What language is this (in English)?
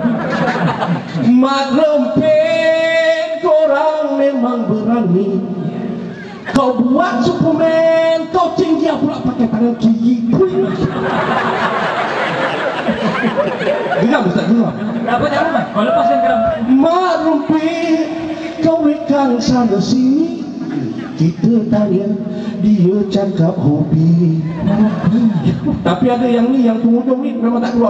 Malay